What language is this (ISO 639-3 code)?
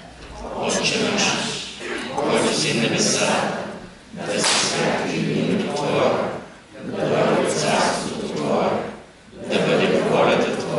bul